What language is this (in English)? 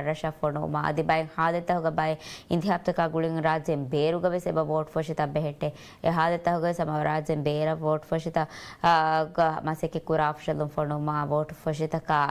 Divehi